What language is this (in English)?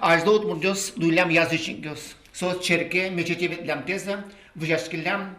Udmurt